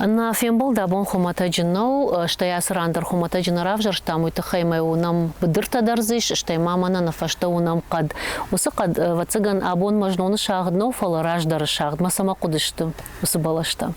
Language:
Ossetic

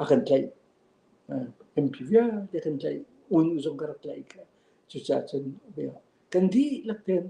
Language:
Falam Chin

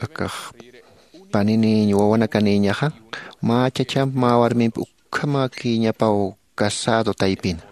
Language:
Aymara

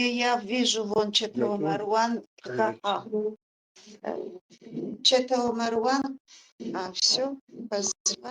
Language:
Adyghe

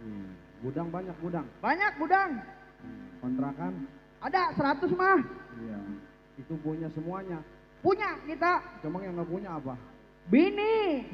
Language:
Betawi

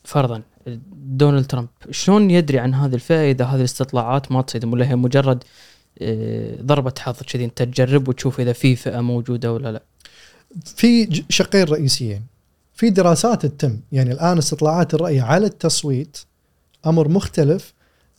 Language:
Gulf Arabic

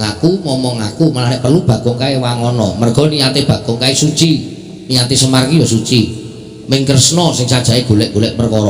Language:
Javanese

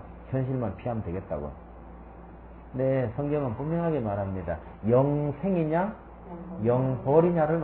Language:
Korean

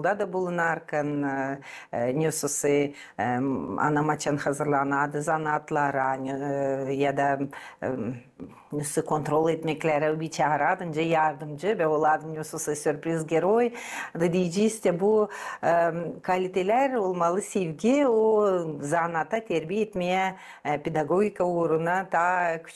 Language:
Gagauz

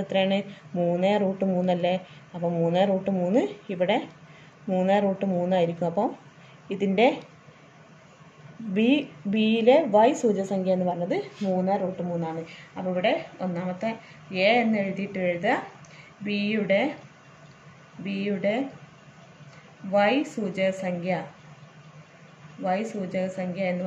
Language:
Malayalam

